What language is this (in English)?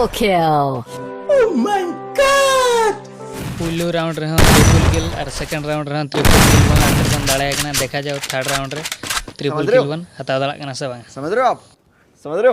Santali